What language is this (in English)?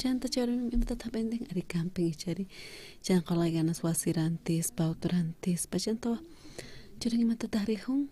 South Bolivian Quechua